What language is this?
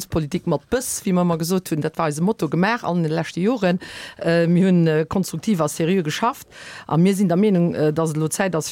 Luxembourgish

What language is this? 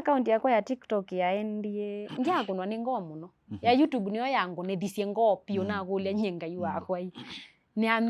Kamba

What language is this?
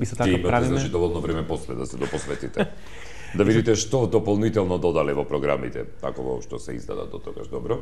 Macedonian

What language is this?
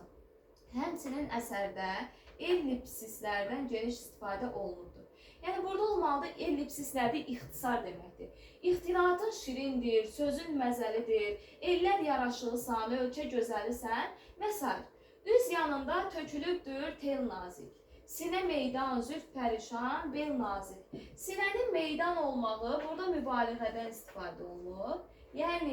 Azerbaijani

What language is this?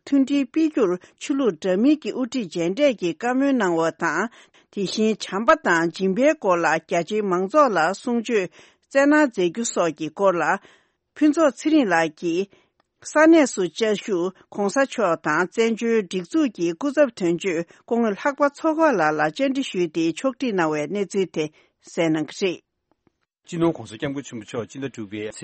Tibetan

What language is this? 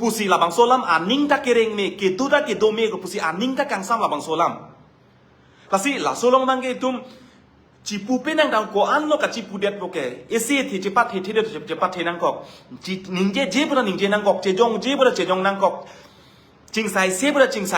Karbi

